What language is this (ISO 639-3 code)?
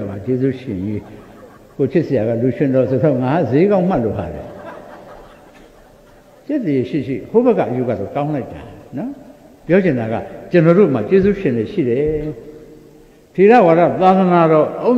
mya